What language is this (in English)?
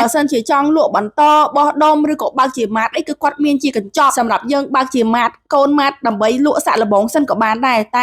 Khmer